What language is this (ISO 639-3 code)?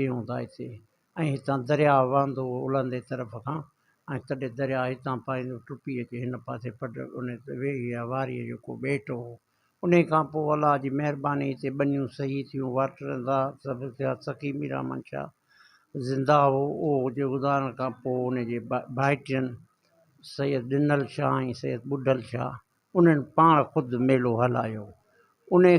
snd